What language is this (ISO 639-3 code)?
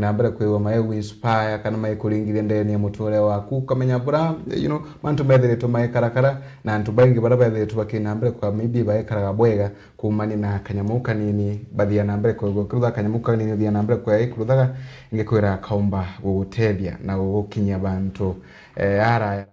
mer